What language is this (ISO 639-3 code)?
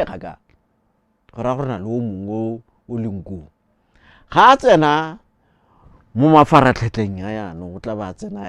tsn